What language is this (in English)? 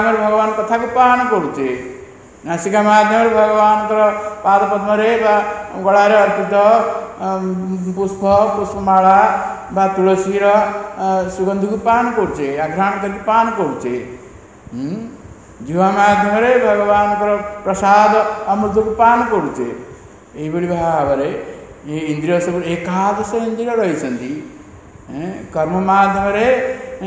Odia